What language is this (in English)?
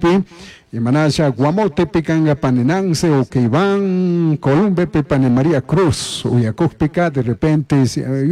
Chimborazo Highland Quichua